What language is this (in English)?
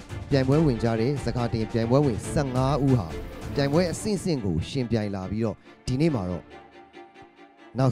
Burmese